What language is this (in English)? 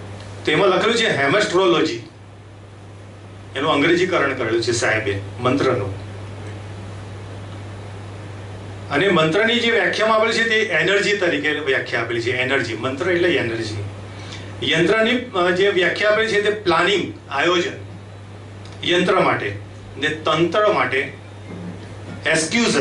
Gujarati